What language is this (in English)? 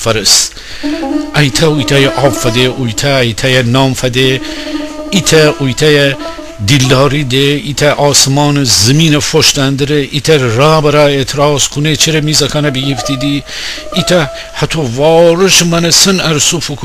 Gilaki